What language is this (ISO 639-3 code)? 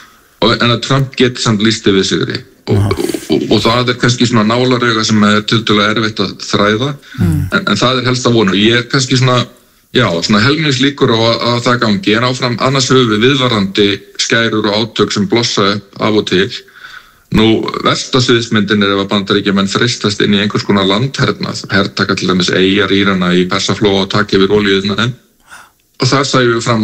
isl